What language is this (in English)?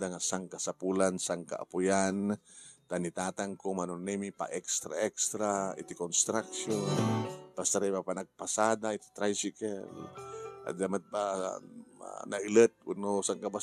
Iloko